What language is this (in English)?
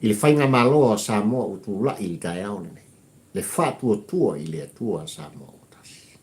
Samoan